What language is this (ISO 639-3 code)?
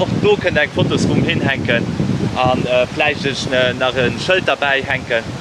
ltz